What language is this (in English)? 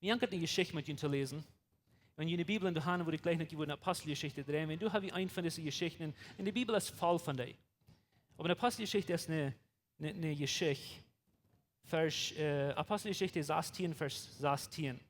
Plautdietsch